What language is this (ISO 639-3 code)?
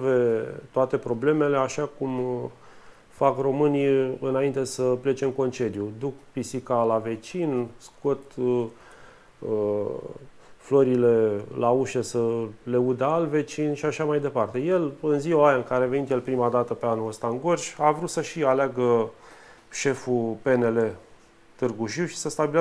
ron